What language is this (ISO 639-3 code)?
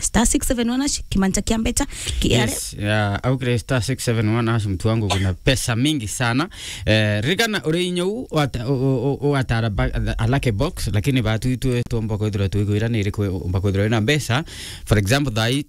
mer